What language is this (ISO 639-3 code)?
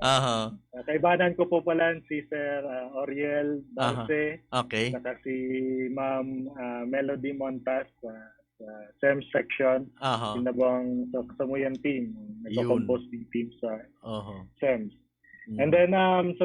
bik